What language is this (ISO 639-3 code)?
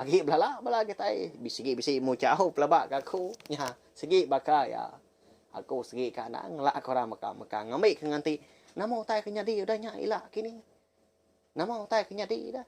iba